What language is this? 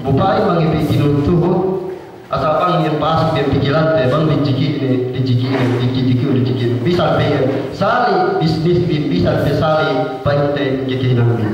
Yakan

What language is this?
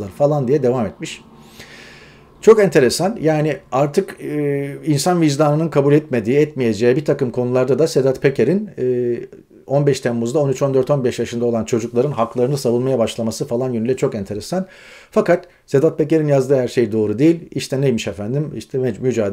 Turkish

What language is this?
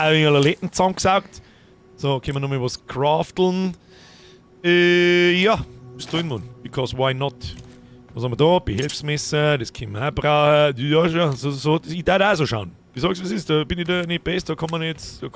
Bavarian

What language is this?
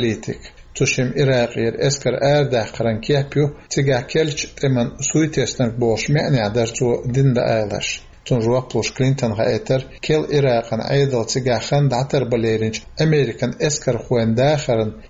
Chechen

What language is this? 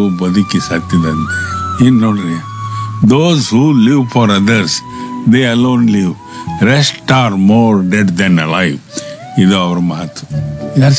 Kannada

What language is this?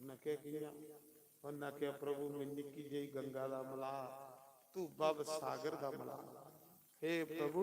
Dogri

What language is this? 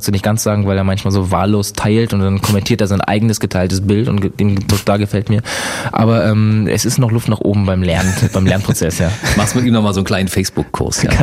German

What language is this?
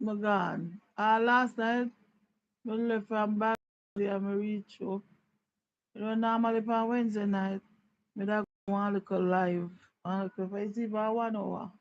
Jamaican Creole English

